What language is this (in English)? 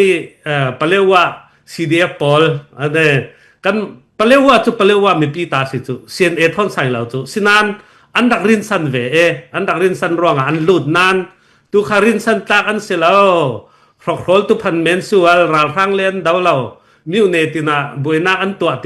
Falam Chin